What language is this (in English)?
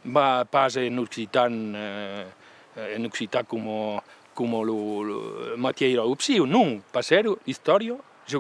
Occitan